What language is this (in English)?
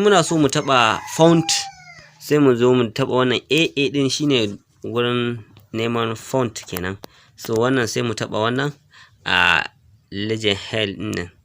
Hausa